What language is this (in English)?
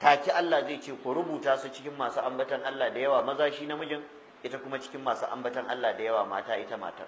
Hausa